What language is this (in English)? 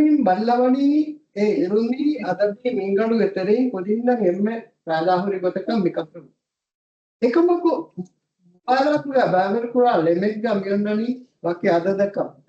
Divehi